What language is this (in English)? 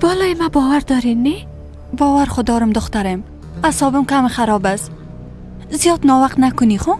Persian